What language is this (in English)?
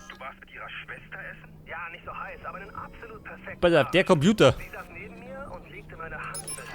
Bavarian